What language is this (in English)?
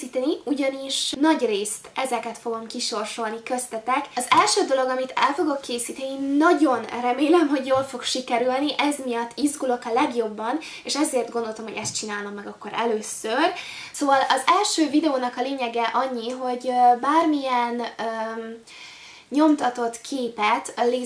Hungarian